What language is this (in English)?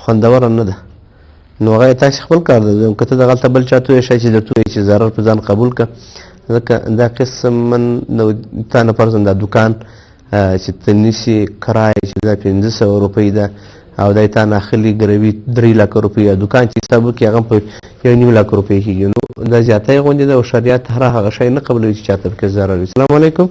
Pashto